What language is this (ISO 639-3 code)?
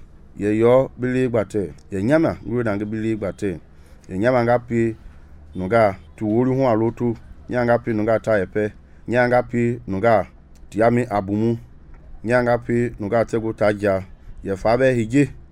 men